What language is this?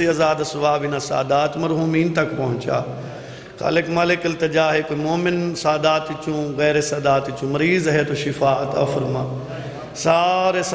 Saraiki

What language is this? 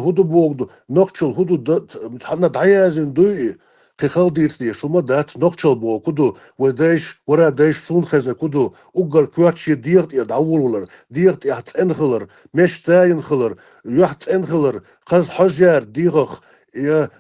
Chechen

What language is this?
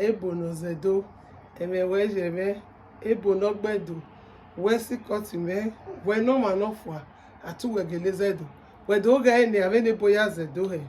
Bini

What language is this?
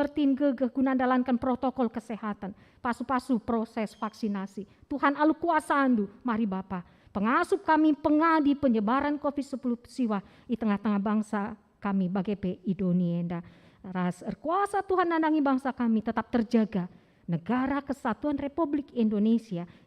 Batak Karo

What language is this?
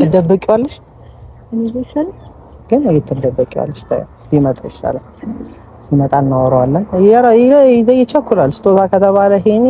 Amharic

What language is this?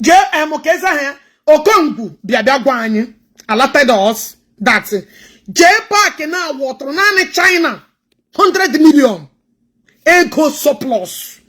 Igbo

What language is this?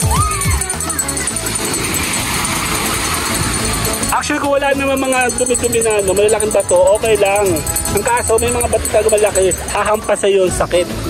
Filipino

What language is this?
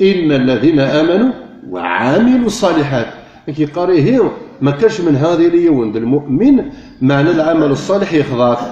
Kabyle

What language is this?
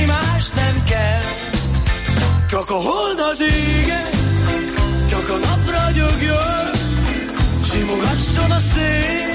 Hungarian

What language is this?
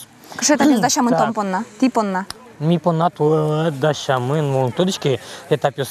Udmurt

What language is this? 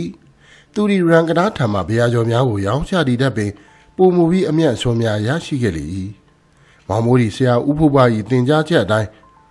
Burmese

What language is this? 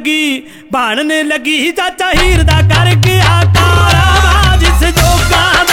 Punjabi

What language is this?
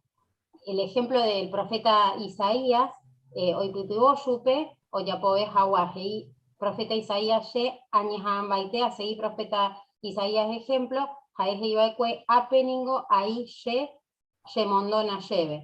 Guarani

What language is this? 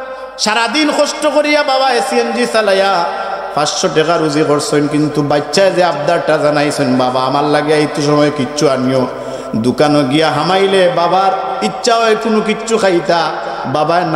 Sylheti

